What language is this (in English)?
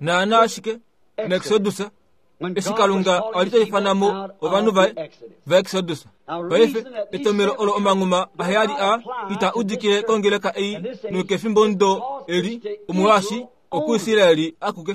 Kuanyama